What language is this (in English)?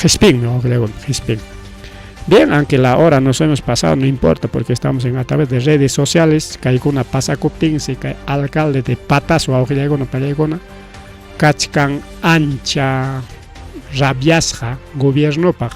Ayacucho Quechua